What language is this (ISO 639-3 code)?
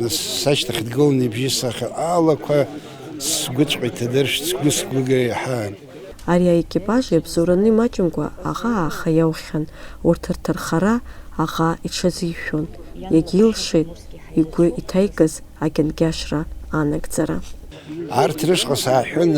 abk